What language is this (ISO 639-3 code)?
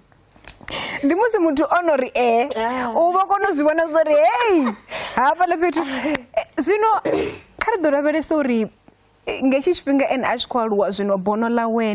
ven